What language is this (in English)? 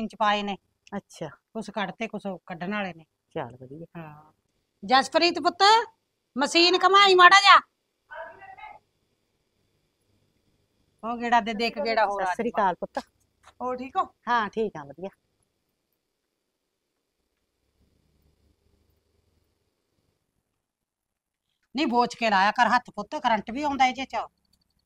Punjabi